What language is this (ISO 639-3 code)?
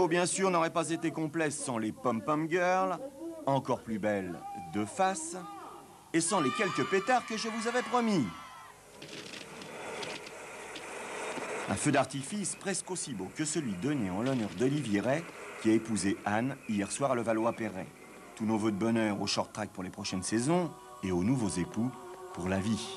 fra